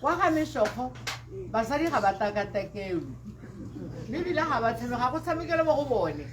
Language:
Tswana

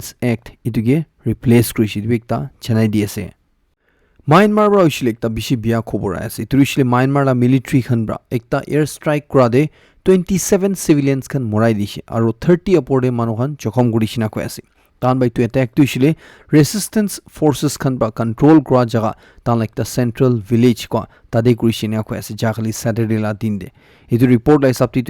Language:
Naga Pidgin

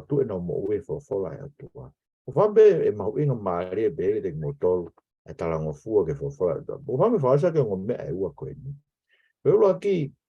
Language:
Tongan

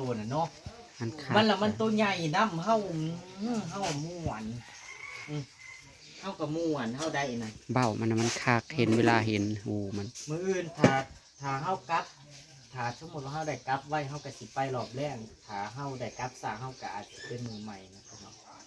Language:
Northeastern Thai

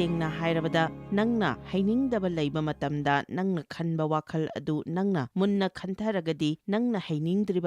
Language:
Manipuri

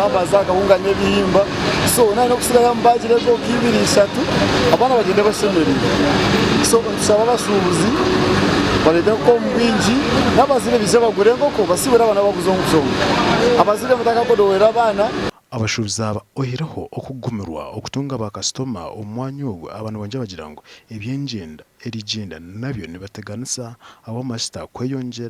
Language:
Nyankole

